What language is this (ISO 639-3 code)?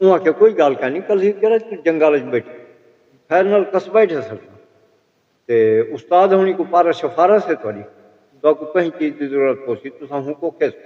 skr